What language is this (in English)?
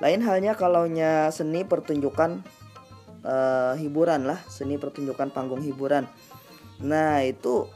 Banjar